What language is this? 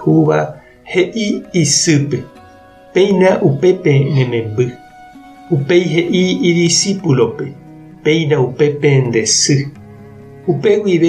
Guarani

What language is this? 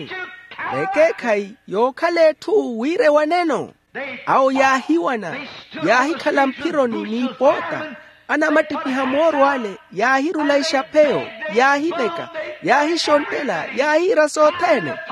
Makhuwa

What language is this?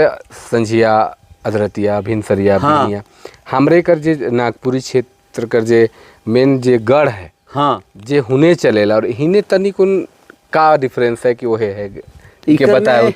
Sadri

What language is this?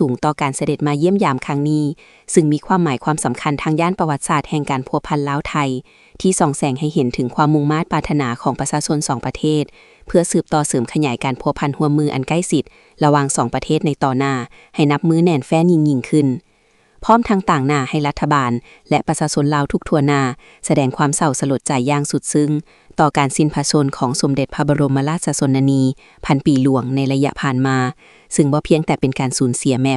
Lao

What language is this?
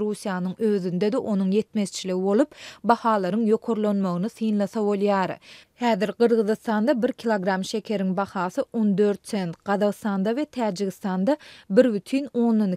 Turkmen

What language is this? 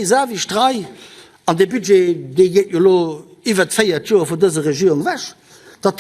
Luxembourgish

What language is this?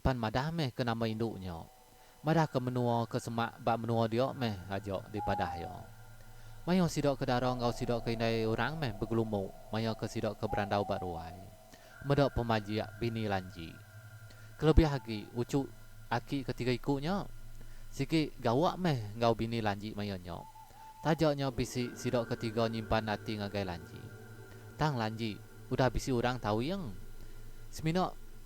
Iban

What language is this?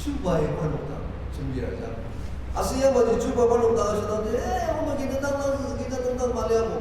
Ao Naga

